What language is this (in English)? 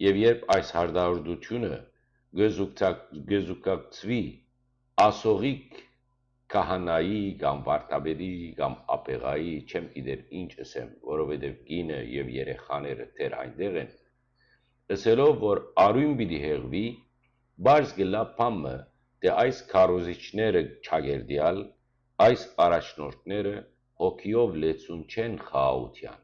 Western Armenian